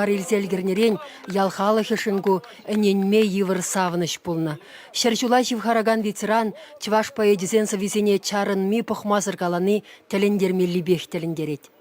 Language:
Chuvash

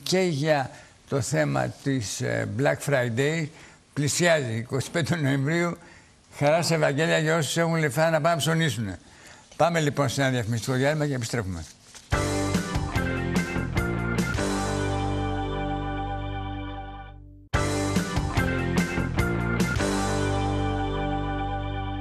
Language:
Greek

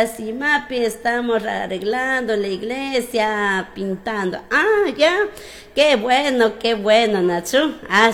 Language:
Chimborazo Highland Quichua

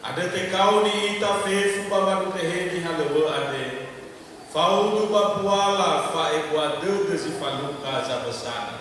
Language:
Nias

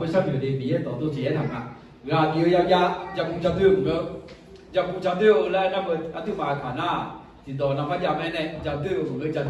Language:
Akha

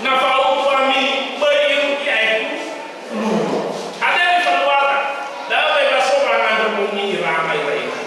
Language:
Nias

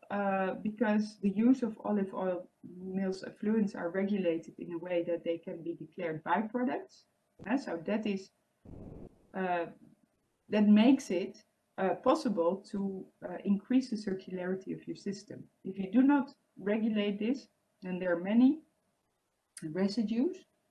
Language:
English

